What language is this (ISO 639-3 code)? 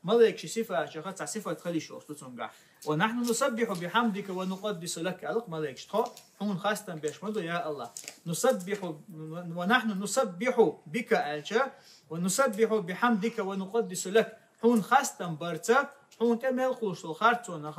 che